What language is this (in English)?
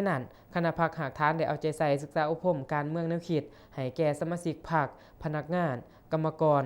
Lao